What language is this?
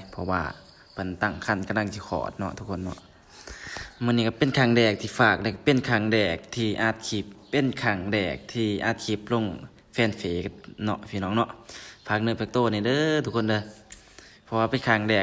Lao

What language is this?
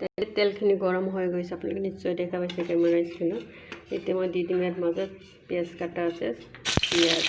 Assamese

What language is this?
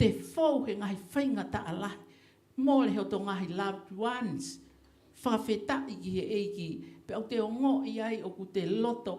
Tongan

